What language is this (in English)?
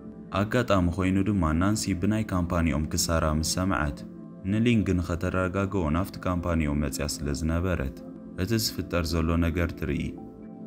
Tigrinya